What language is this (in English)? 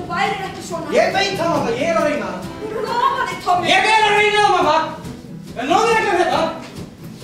Icelandic